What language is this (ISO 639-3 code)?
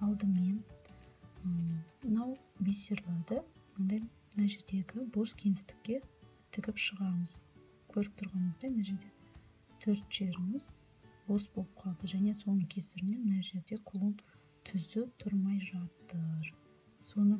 kaz